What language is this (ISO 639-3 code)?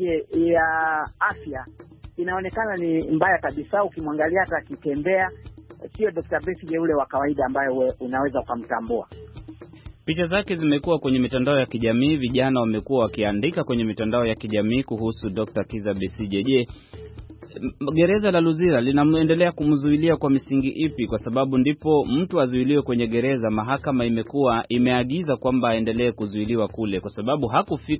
swa